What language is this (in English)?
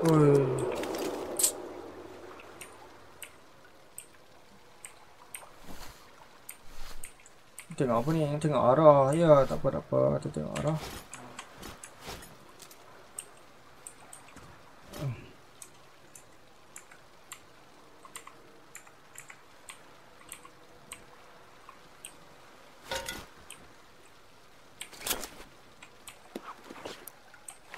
Malay